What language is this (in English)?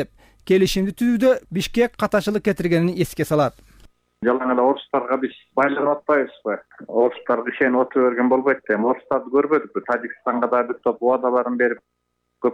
Kyrgyz